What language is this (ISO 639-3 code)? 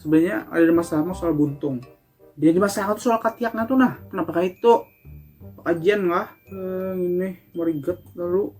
bjn